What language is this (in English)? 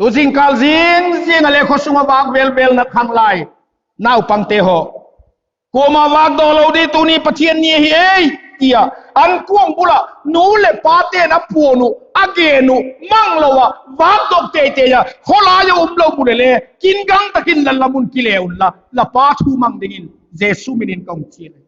Vaiphei